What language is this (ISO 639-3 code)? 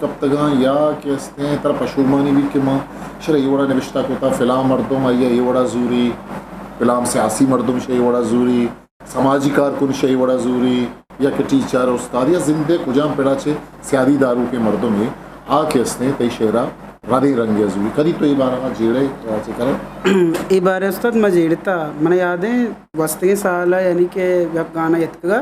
bgp